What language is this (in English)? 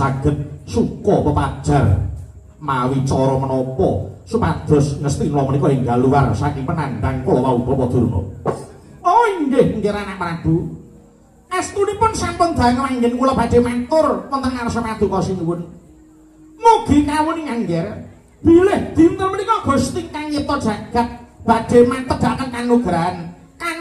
Javanese